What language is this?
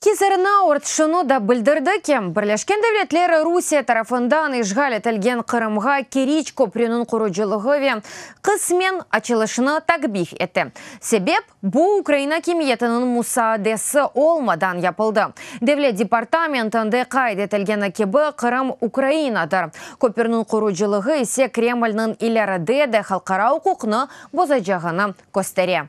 Crimean Tatar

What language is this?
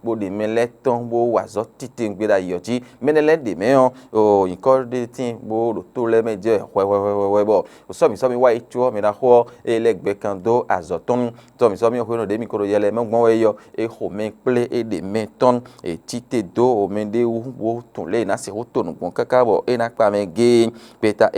Fon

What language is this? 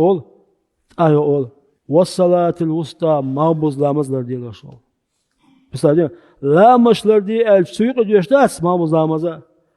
Chechen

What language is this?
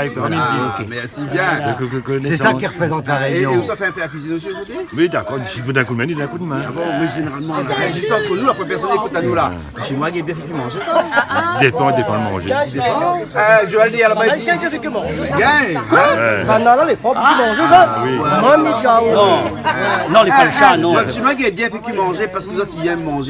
Réunion Creole French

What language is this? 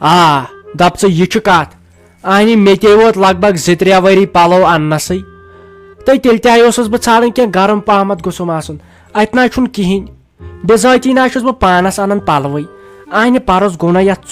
Kashmiri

